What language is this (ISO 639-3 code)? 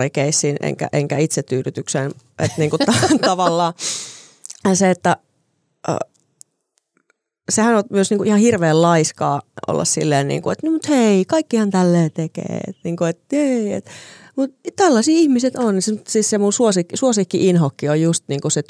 fin